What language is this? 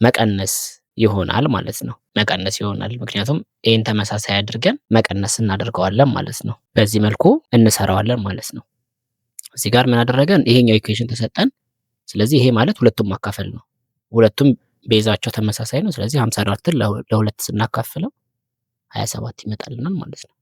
Amharic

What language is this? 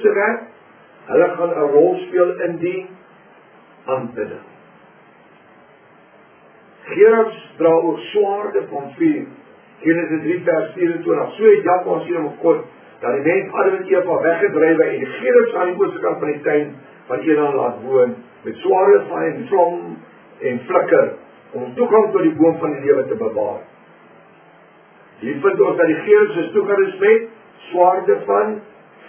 Afrikaans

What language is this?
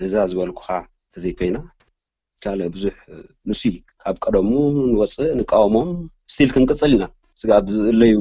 Tigrinya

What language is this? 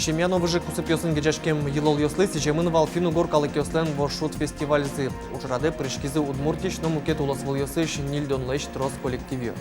Udmurt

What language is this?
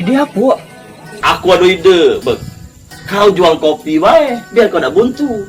Musi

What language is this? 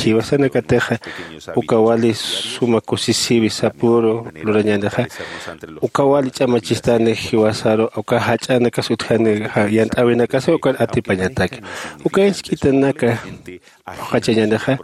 Aymara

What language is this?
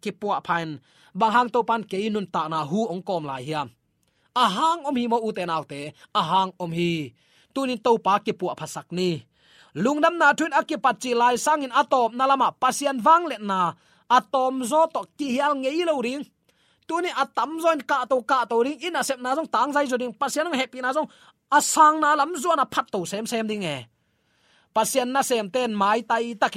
Tedim Chin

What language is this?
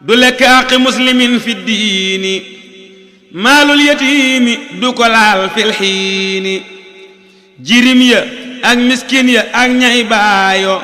Wolof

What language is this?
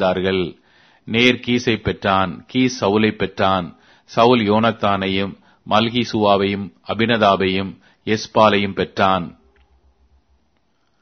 Tamil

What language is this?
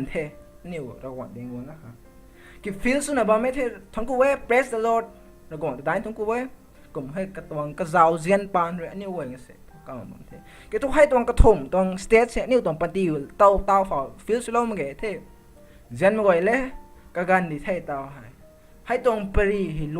Rongmei Naga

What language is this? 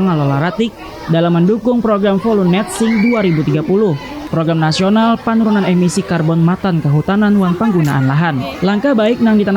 Banjar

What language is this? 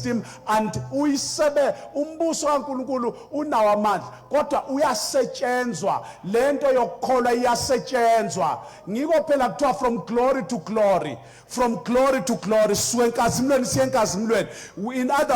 Zulu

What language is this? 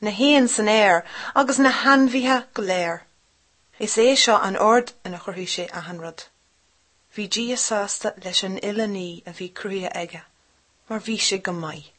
Irish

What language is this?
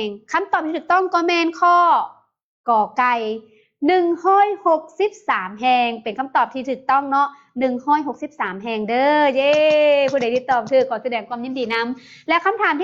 Lao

